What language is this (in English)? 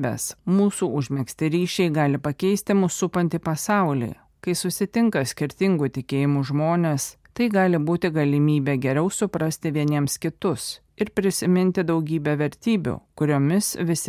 Lithuanian